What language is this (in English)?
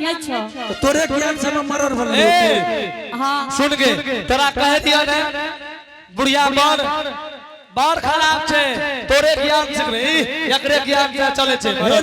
Angika